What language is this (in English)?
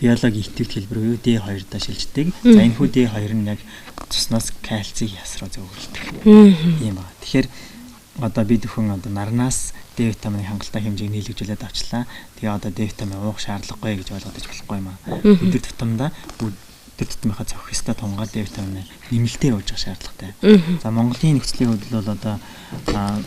Mongolian